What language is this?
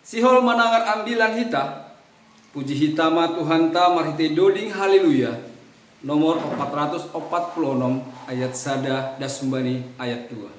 Batak Simalungun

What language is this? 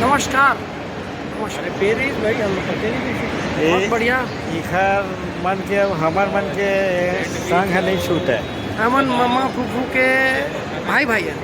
Chhattisgarhi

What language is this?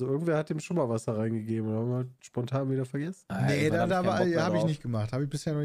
German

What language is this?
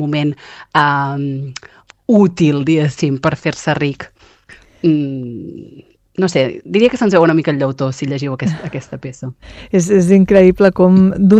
Catalan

